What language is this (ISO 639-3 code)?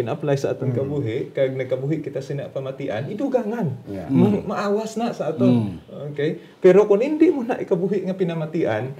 hil